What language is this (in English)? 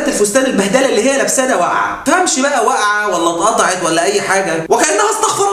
Egyptian Arabic